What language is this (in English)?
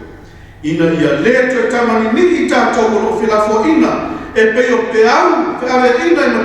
Samoan